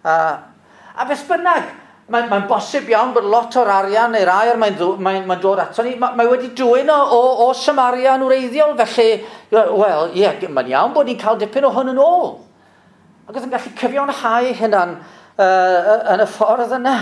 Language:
Welsh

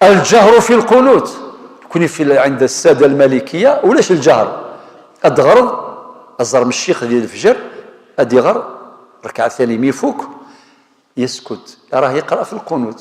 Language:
Kabyle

